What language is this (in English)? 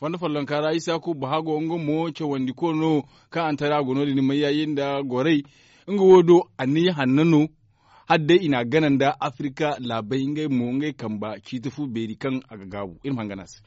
Zarma